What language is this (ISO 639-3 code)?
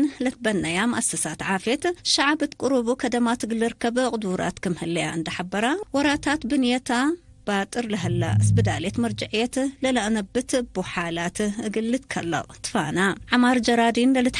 tig